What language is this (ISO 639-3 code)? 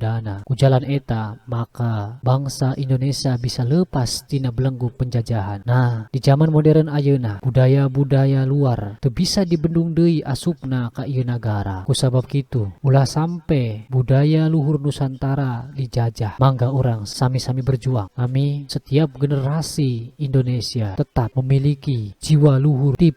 sun